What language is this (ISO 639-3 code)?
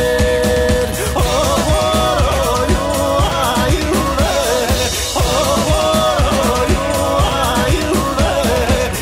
sah